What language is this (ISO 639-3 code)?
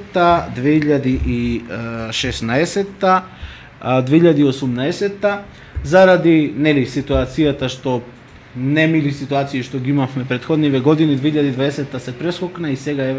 mkd